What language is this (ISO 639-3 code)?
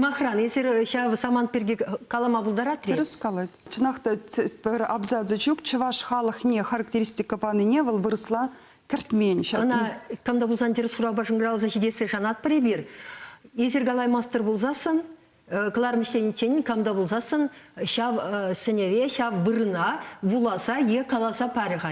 chv